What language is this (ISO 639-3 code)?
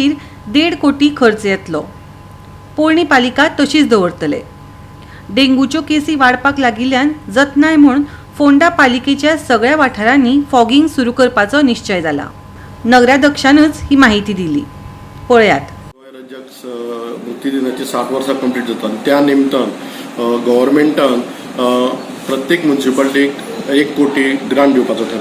kok